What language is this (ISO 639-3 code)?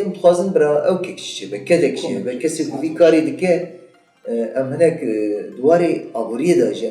kur